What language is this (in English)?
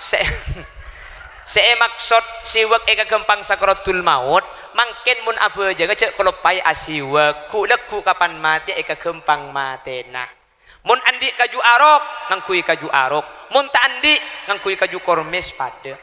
Madurese